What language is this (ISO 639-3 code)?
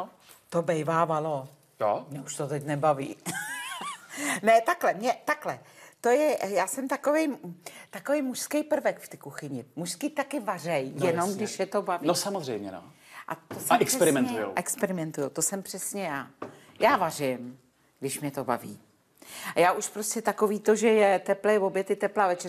ces